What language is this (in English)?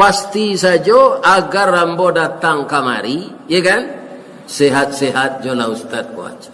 Minangkabau